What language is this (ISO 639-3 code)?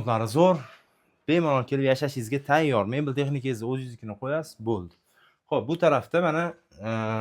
uzb